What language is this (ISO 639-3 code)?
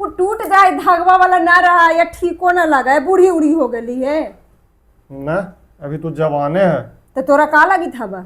mag